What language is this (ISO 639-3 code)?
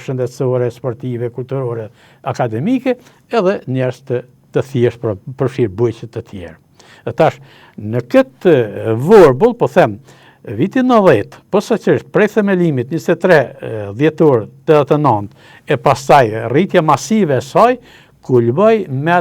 sqi